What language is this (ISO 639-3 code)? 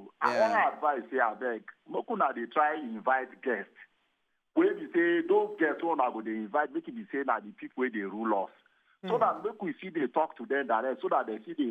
pcm